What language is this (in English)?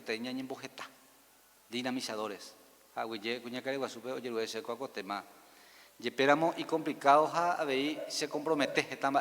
Guarani